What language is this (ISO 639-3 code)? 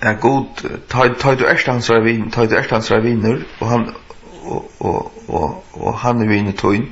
fao